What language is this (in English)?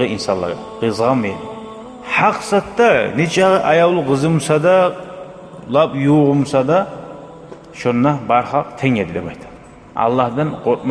Kumyk